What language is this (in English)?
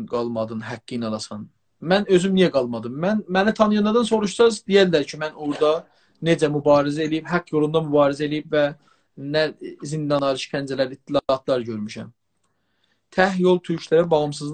South Azerbaijani